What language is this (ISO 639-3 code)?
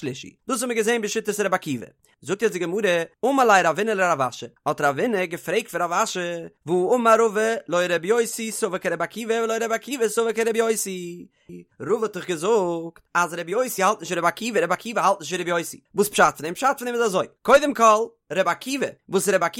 yid